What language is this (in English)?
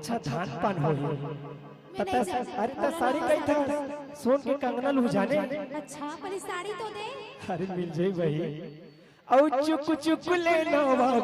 Chhattisgarhi